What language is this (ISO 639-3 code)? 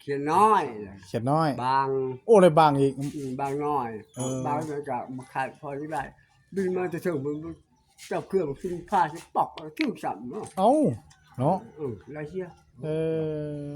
tts